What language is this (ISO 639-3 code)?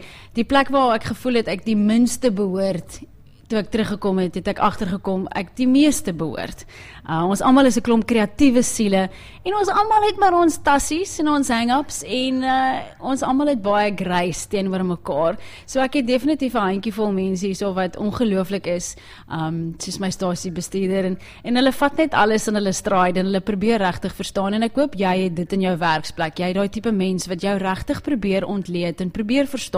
afr